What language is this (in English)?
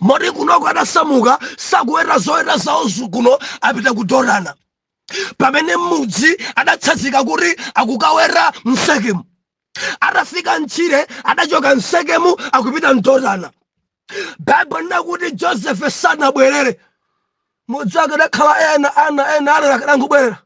Nyanja